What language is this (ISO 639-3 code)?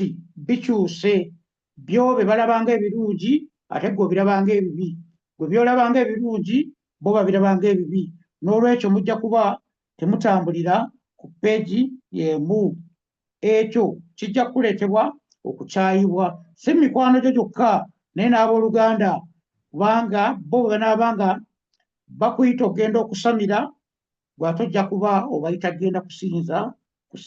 lug